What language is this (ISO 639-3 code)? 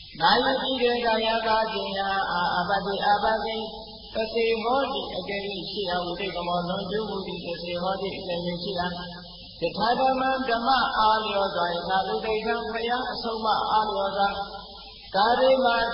mya